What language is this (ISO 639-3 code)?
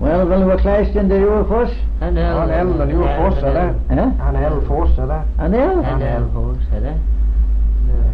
glv